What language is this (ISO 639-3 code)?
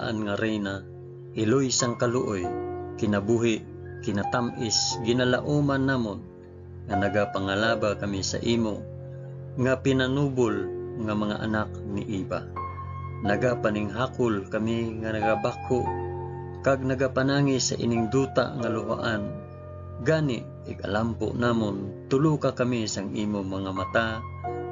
hil